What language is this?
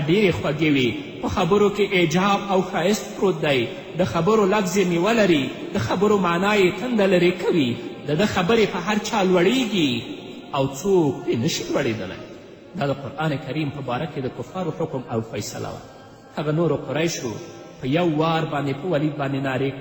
Pashto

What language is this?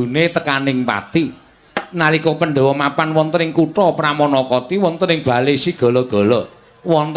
Javanese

